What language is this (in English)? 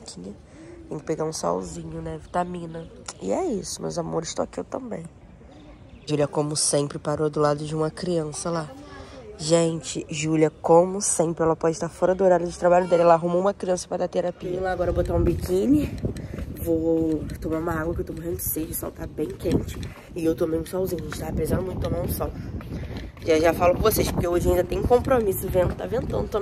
Portuguese